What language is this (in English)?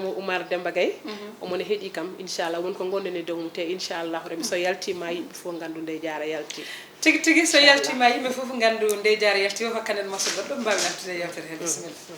Fula